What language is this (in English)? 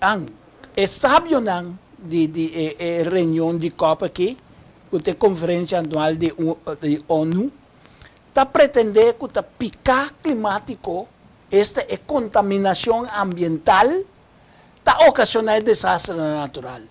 Papiamento